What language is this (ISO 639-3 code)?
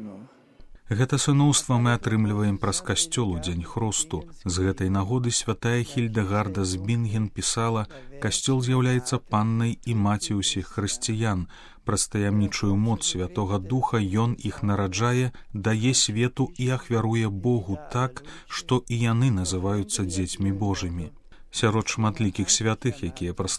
bel